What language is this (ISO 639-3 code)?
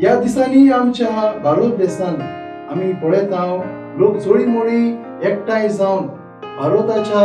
kok